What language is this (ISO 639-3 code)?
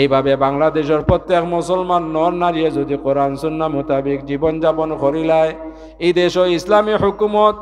syl